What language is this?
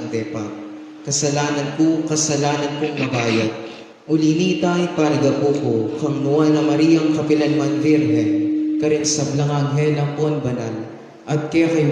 Pampanga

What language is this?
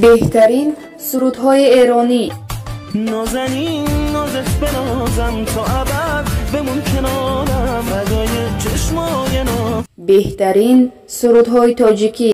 Persian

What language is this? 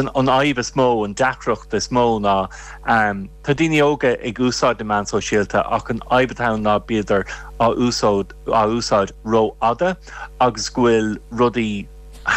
Irish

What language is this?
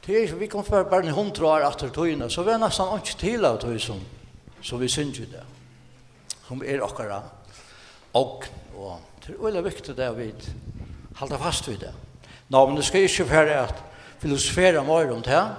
Faroese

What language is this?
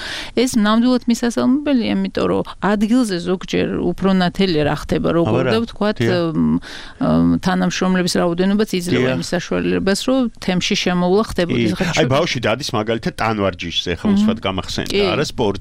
Georgian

